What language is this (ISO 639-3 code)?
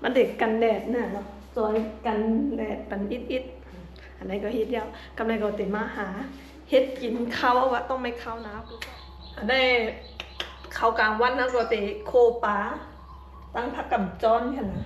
shn